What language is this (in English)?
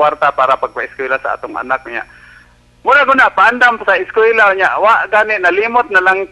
Cebuano